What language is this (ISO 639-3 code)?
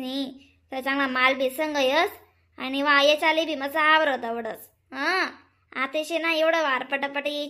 khn